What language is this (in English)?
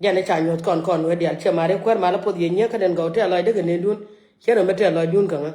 Nuer